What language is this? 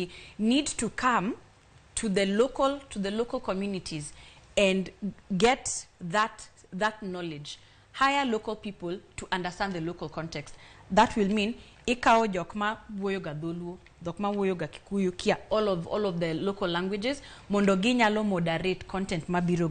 Luo (Kenya and Tanzania)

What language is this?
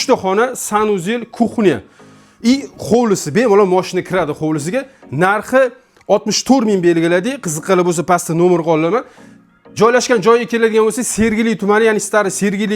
Uzbek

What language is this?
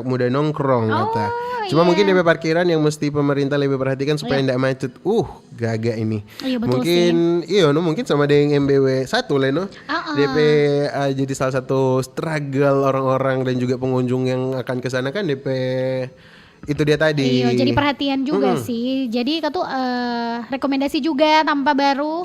Manado Malay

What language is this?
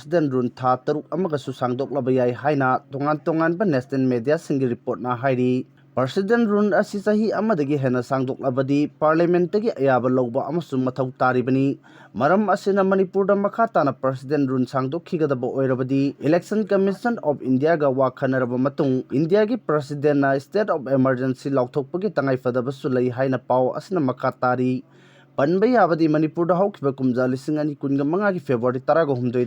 Manipuri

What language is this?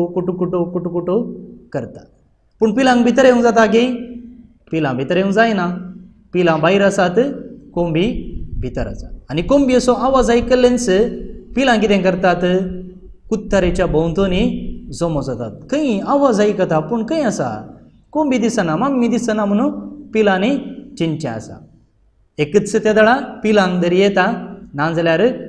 Konkani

